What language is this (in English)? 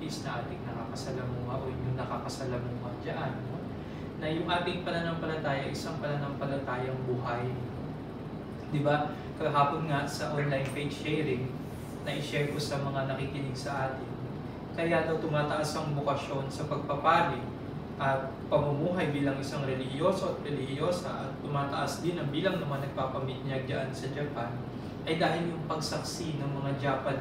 Filipino